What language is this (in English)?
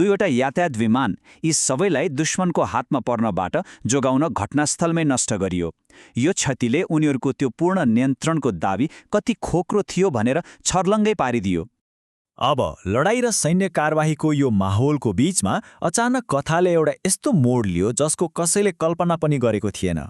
Nepali